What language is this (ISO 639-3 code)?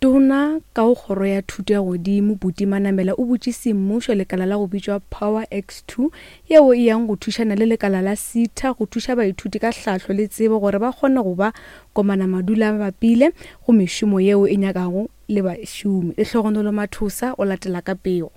nso